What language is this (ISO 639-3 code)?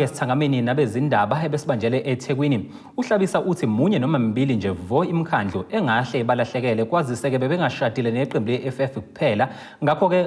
zul